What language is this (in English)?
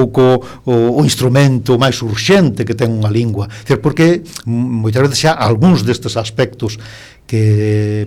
Galician